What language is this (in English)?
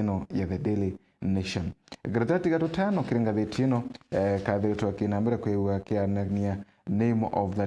Meru